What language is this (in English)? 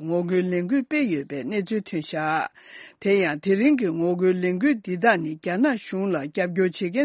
Tibetan